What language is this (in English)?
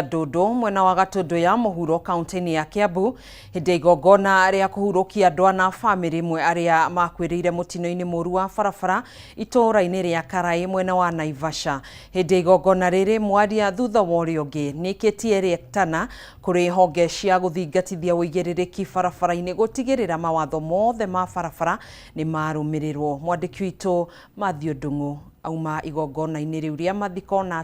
Kikuyu